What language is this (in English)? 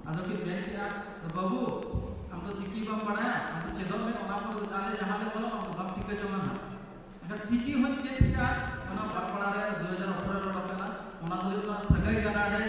Santali